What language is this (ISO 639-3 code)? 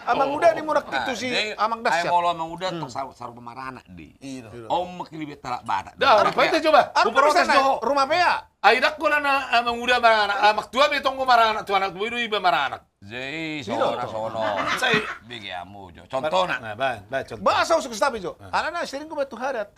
bbc